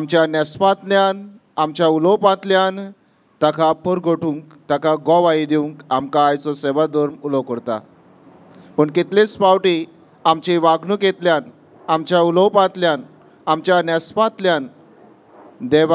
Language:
Konkani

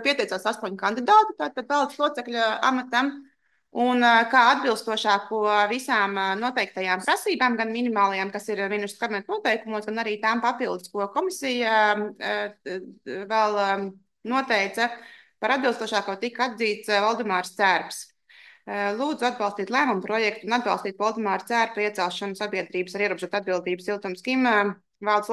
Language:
Latvian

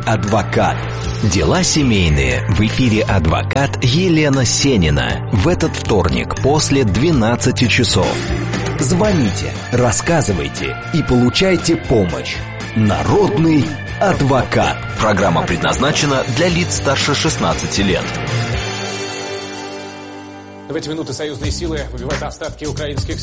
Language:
Russian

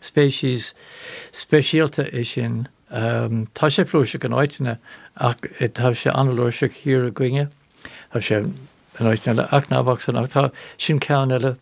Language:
Irish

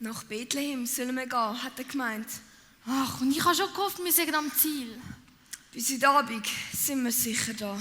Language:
Swiss German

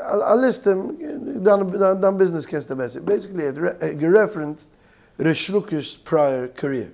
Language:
Yiddish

